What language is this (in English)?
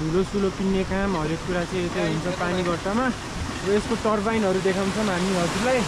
Nepali